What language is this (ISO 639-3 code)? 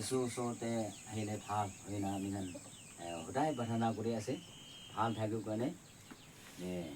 nag